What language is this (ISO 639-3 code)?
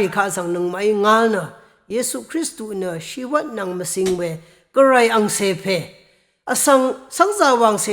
raw